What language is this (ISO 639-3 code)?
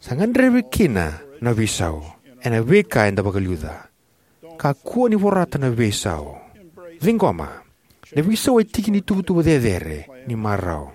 fij